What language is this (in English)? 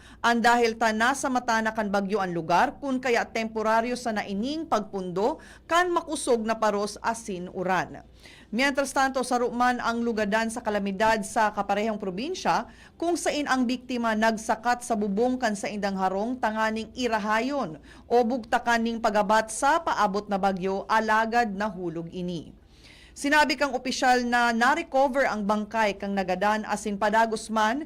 Bikol